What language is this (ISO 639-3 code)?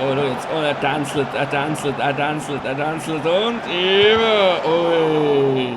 gsw